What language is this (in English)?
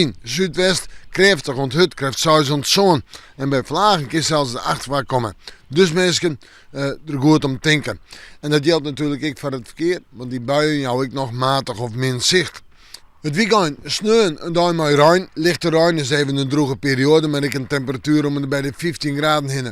Western Frisian